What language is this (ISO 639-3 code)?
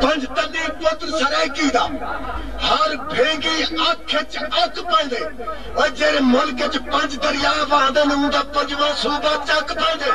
skr